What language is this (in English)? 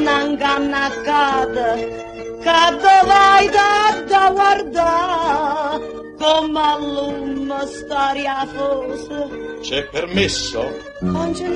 Neapolitan